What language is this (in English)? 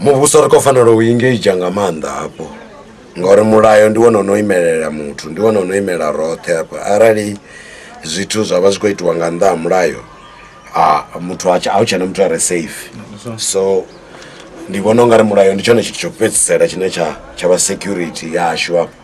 Venda